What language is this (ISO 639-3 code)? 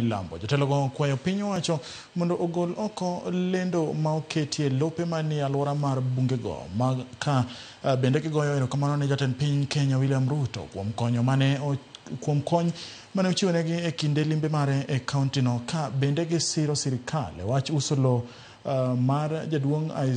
luo